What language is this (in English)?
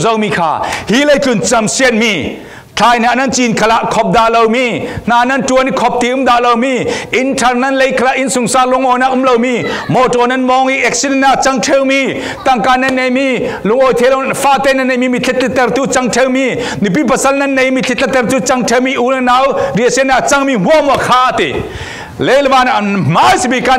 Falam Chin